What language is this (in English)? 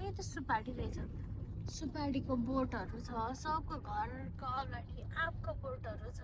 Nepali